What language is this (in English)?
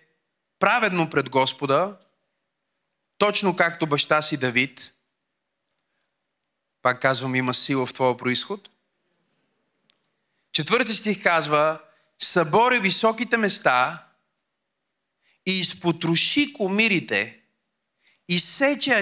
Bulgarian